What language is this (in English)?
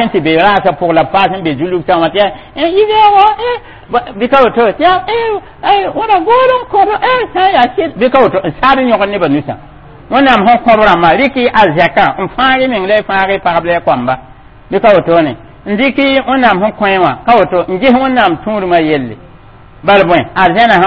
Mossi